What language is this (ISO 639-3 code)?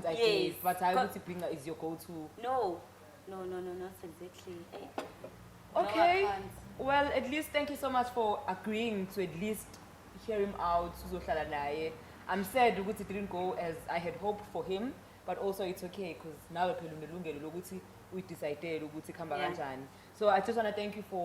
zul